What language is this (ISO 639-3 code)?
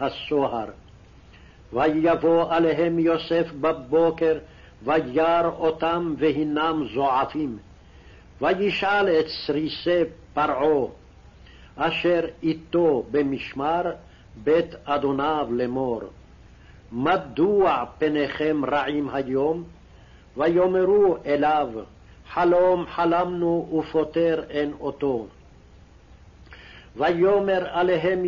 heb